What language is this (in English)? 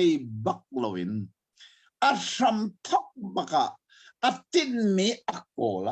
Hakha Chin